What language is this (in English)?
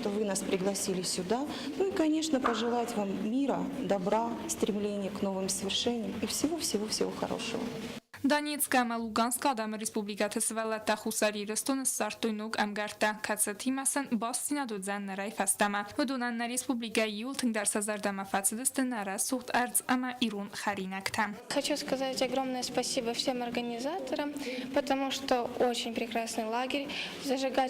Ossetic